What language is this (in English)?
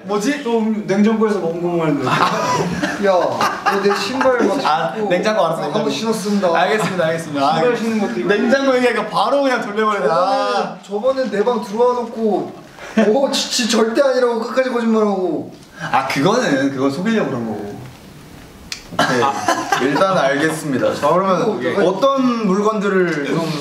Korean